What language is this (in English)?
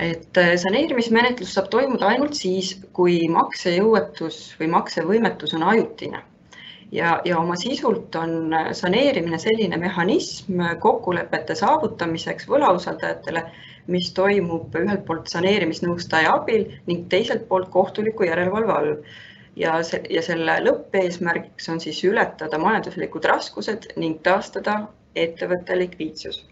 Estonian